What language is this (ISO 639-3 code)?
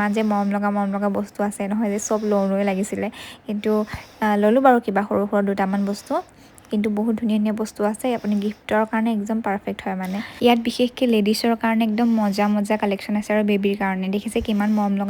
asm